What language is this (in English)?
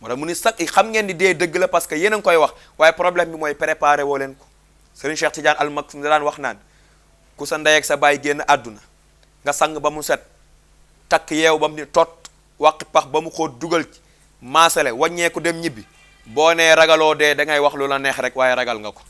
Wolof